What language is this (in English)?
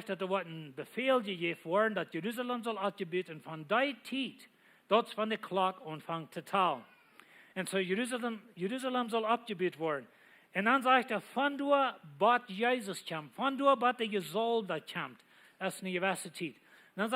Plautdietsch